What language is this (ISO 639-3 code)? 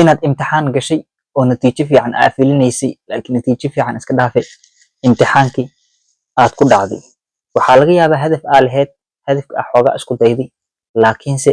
som